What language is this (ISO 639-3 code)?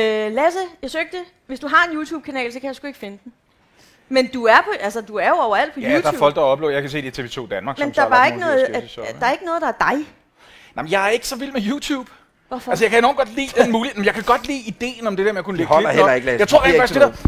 dan